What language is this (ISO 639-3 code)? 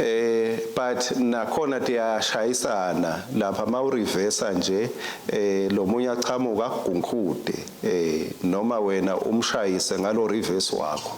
ssw